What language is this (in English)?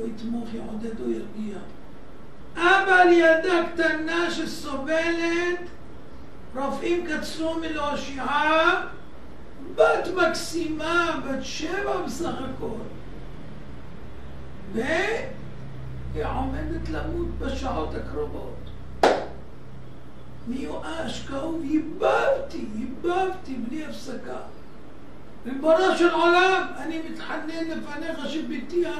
Hebrew